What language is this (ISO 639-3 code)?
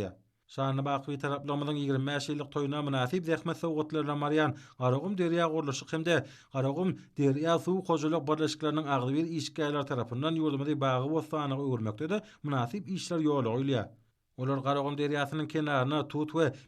tuk